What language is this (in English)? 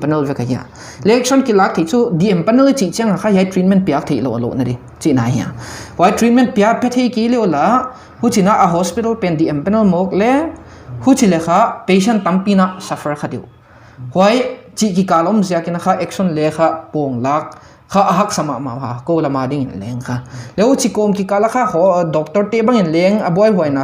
Paite Chin